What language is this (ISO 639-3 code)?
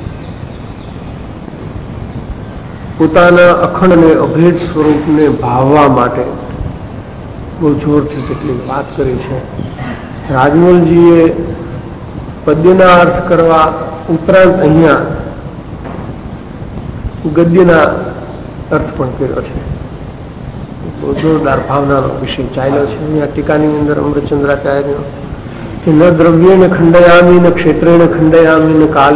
guj